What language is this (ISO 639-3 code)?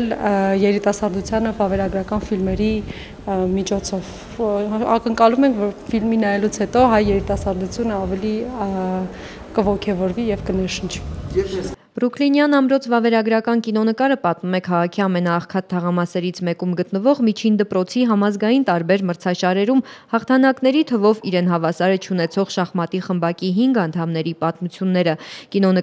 hye